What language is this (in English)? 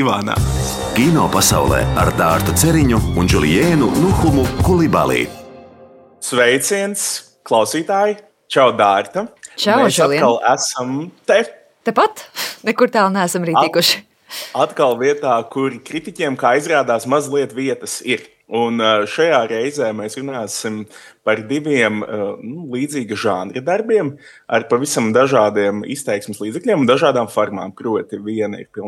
Latvian